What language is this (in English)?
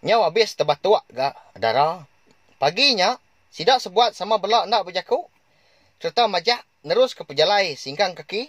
Iban